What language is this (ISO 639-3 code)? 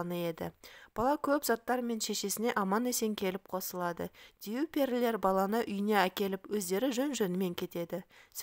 kaz